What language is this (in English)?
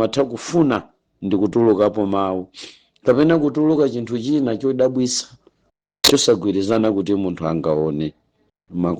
Nyanja